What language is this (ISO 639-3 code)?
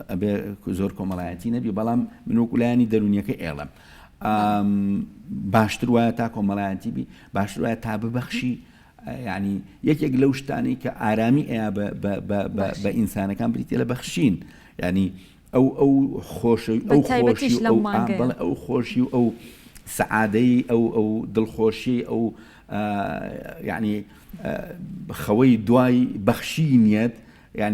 ckb